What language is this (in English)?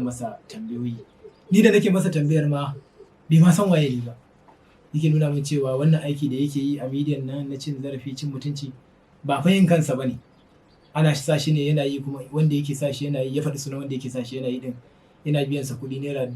Hausa